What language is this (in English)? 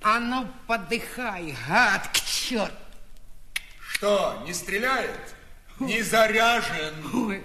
Russian